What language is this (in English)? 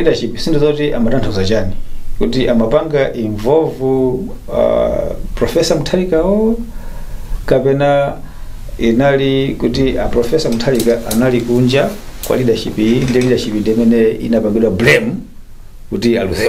Nyanja